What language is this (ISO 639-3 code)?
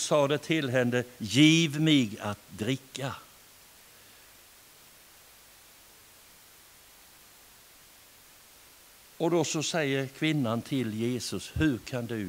swe